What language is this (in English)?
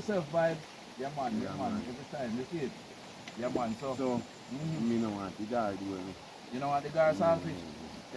Jamaican Creole English